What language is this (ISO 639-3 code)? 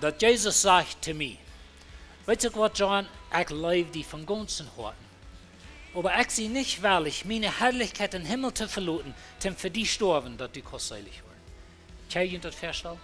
pdt